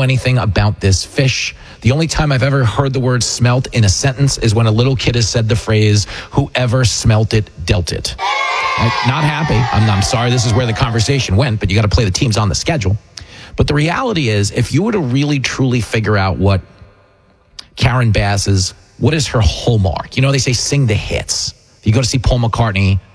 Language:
English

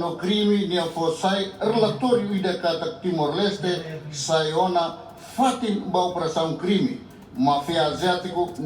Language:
Tetum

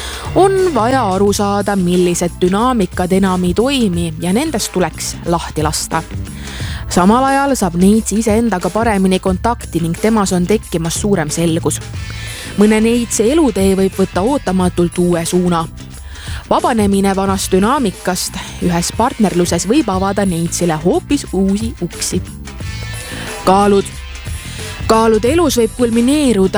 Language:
Estonian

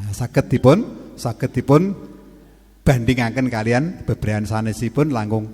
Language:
Javanese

